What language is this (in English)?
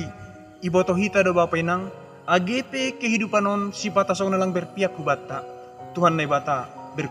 Batak Simalungun